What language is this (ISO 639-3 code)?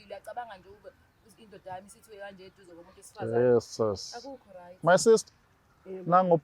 zul